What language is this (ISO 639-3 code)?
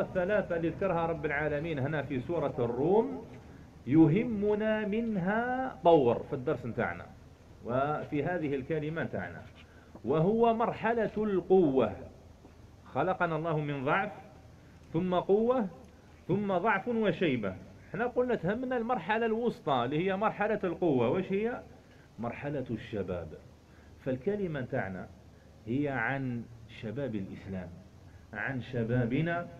arq